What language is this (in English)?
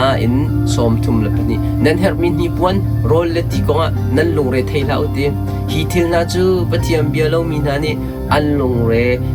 Hakha Chin